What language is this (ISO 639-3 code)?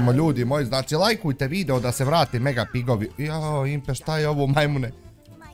bos